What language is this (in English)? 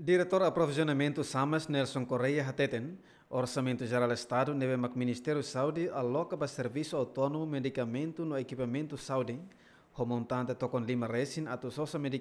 Tetum